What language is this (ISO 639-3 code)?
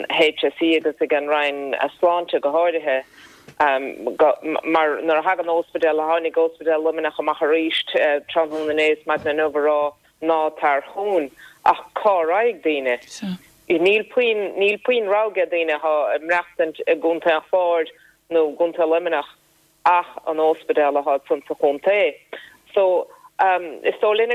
gle